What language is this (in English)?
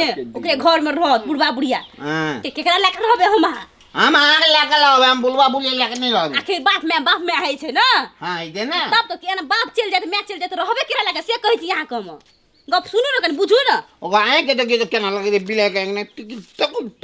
Maithili